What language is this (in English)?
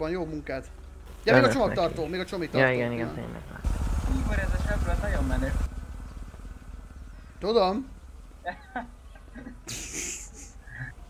Hungarian